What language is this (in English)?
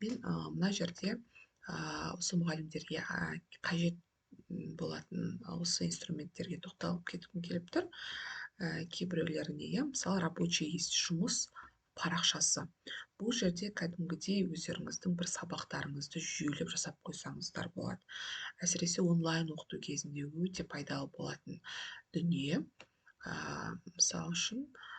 Kazakh